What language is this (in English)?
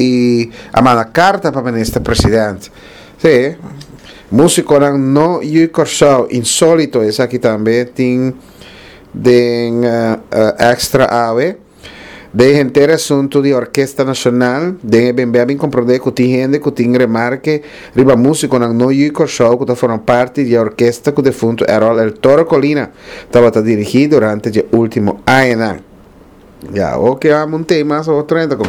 Papiamento